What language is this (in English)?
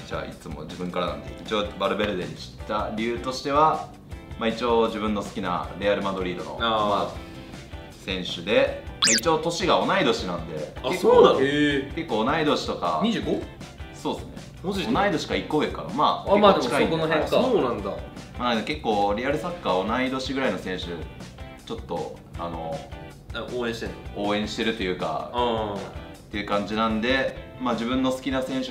Japanese